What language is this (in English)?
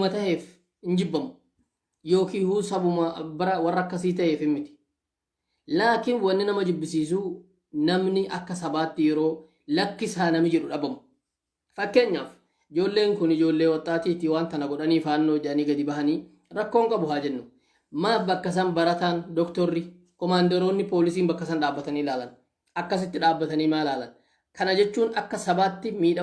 Oromo